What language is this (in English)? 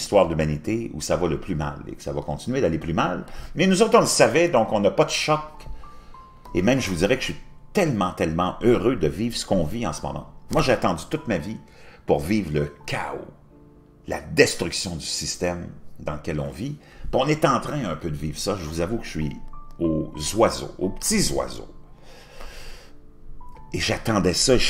French